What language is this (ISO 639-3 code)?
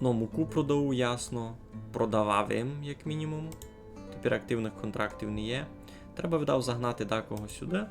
rue